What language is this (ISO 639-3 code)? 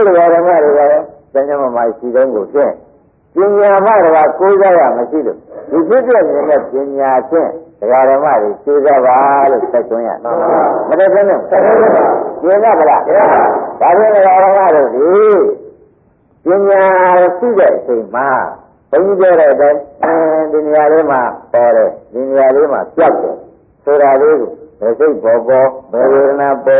mya